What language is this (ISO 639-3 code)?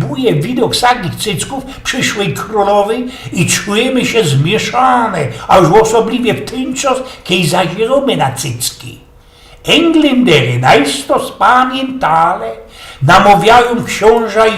szl